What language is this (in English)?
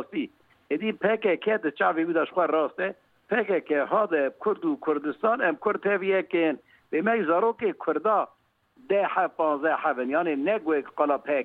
Kurdish